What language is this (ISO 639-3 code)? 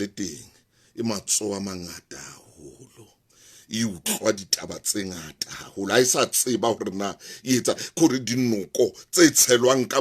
sot